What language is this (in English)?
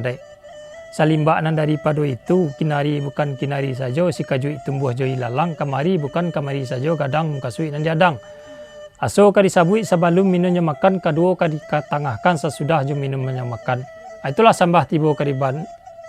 Minangkabau